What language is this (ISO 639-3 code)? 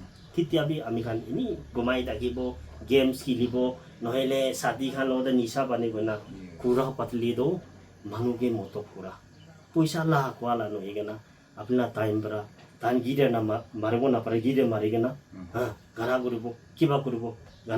nag